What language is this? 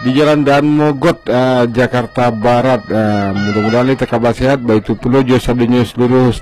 Minangkabau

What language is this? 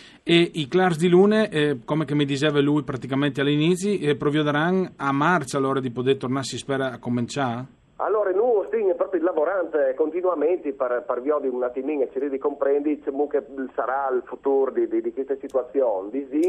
Friulian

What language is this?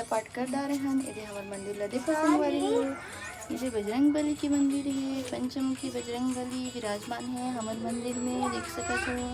Chhattisgarhi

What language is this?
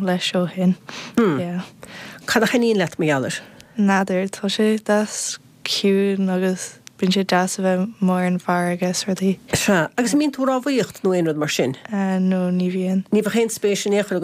Irish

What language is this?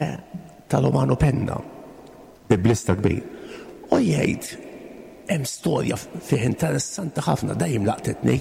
Maltese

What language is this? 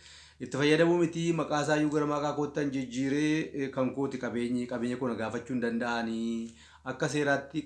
Oromo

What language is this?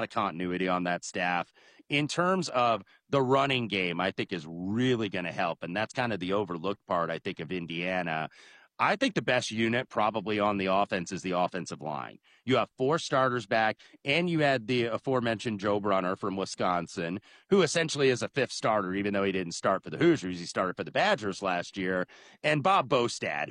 English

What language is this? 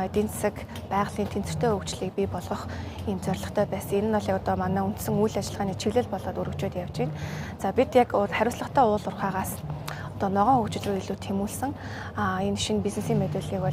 Mongolian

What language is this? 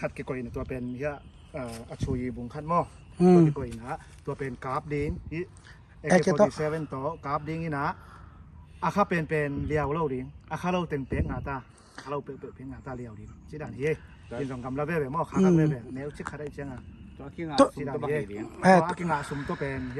Tedim Chin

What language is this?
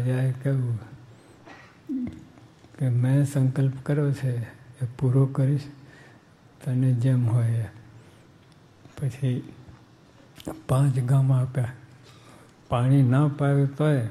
Gujarati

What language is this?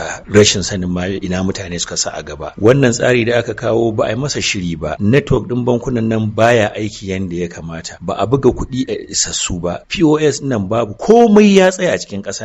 Hausa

